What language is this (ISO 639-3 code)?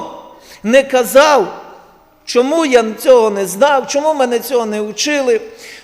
ukr